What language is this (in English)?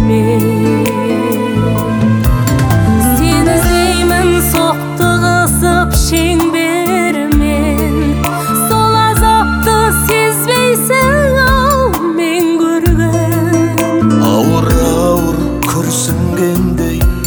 Kazakh